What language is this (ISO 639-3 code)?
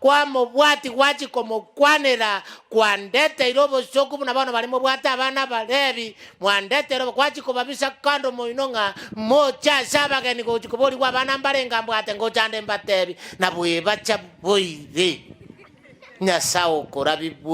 guz